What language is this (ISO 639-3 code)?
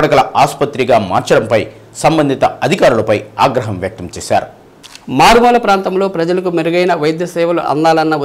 tel